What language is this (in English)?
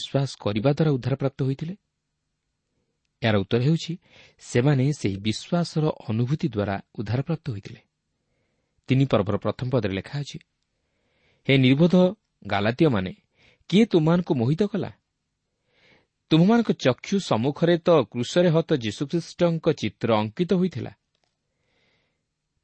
Odia